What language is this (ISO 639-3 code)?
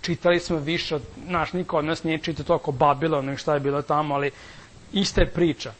srp